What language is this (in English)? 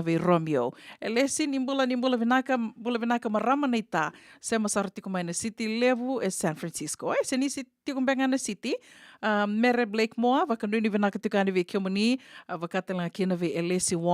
Fijian